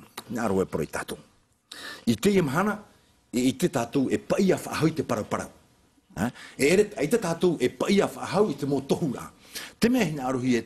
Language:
Tahitian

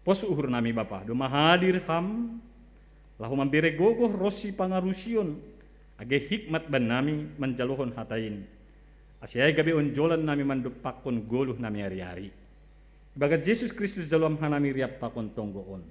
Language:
Batak Simalungun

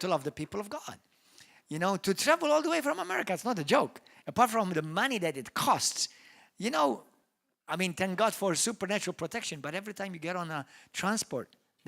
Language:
English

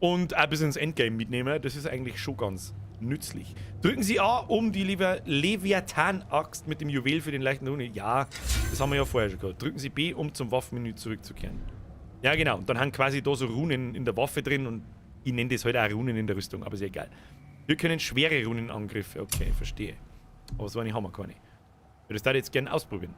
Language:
Bavarian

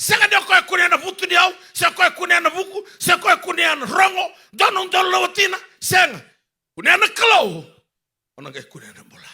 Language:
Fijian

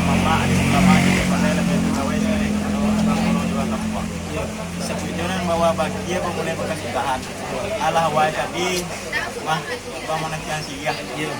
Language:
Minangkabau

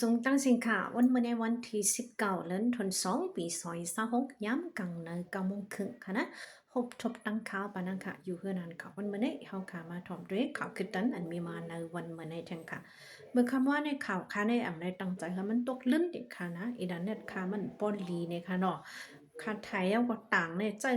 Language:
Shan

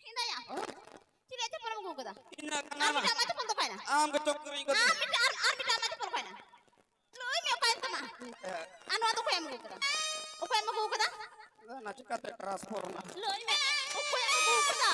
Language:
Santali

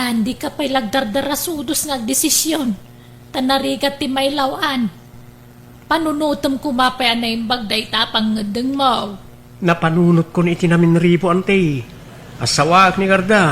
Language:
Iloko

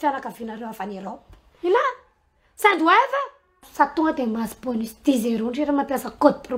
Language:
Malagasy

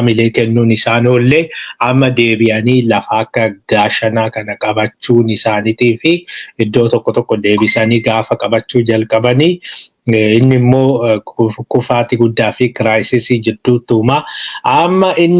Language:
Oromo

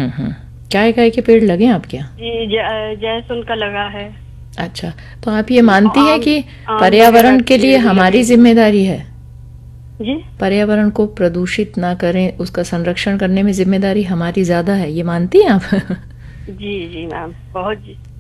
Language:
Hindi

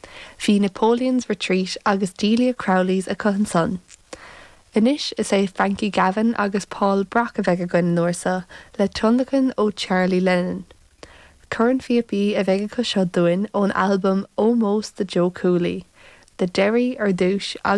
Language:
Irish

